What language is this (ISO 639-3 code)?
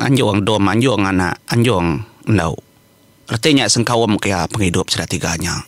iba